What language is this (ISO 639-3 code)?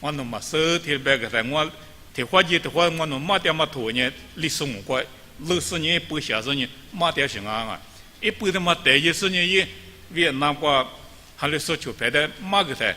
lis